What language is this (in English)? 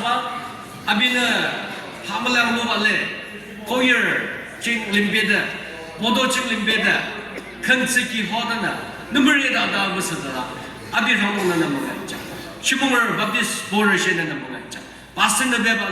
Yimchungru Naga